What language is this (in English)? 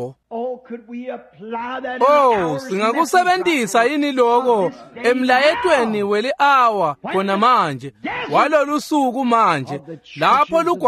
Swati